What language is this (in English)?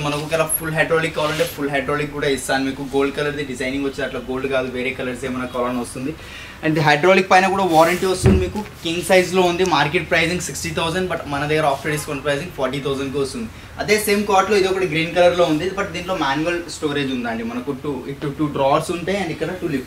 Telugu